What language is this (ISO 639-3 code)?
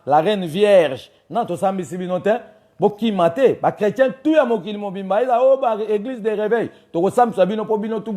lin